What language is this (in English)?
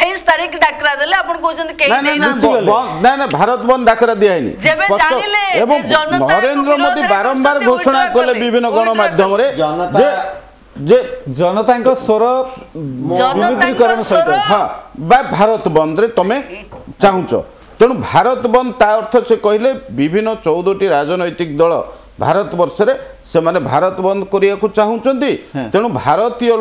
Odia